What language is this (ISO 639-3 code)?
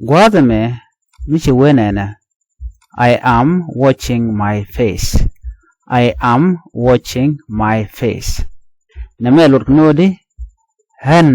nus